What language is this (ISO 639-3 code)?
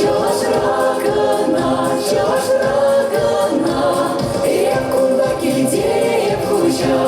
chv